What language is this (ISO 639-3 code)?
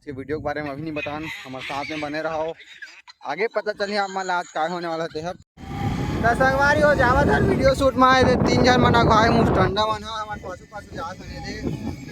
hne